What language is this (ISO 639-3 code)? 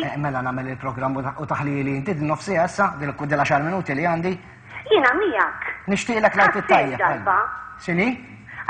mlt